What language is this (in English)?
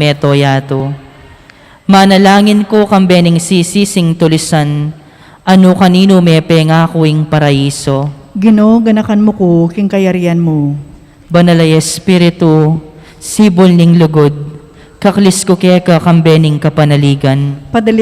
Pampanga